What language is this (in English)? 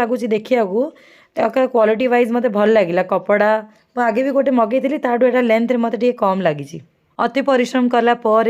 Odia